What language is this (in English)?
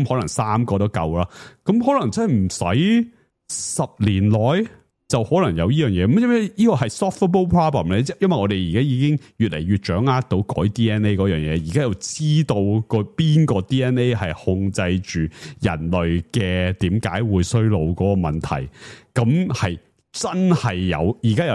Cantonese